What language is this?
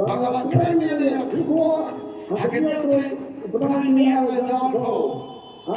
Khasi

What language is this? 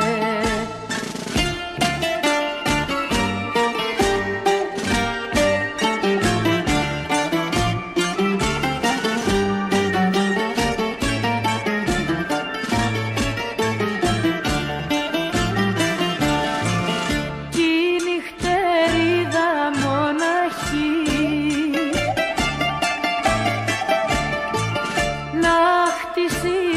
Greek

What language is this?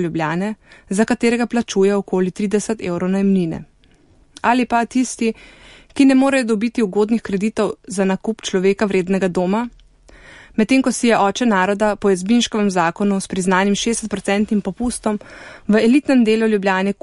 Slovenian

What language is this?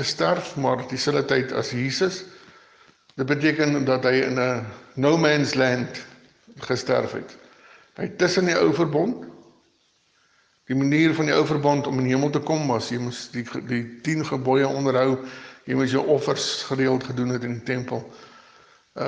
Afrikaans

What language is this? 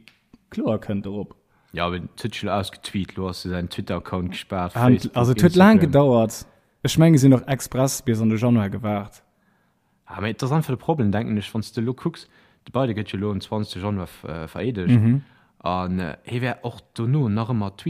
Luxembourgish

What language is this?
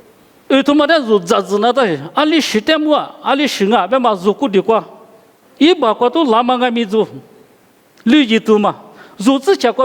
Lisu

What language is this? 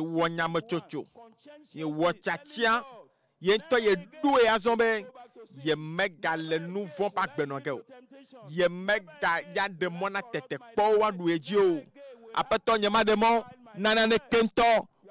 Ewe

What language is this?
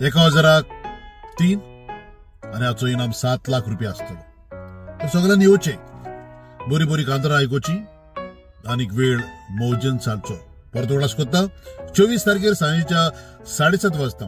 Konkani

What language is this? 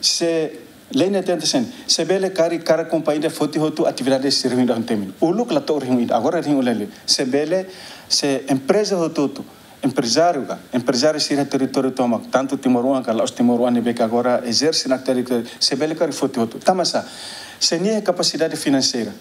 Tetum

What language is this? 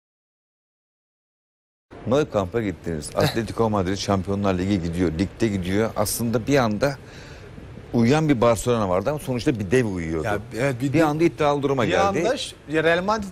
Turkish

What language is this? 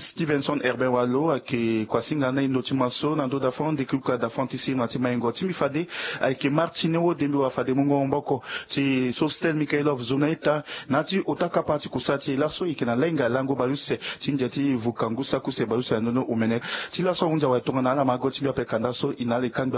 Sango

